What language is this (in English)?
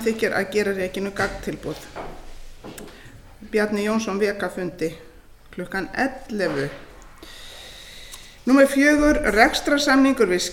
Icelandic